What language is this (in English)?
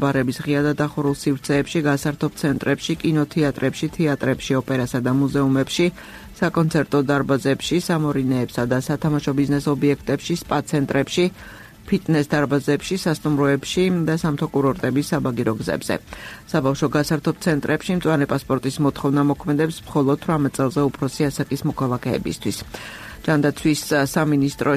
Georgian